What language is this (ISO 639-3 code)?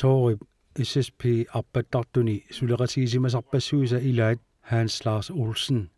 kal